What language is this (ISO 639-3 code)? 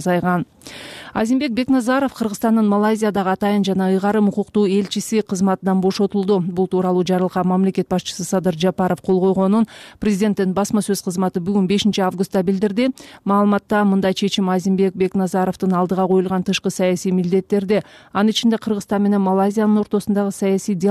kir